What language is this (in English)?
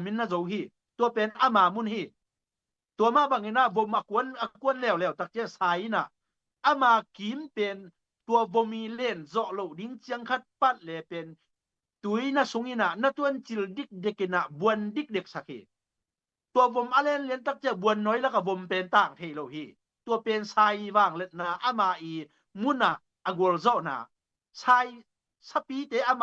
Tedim Chin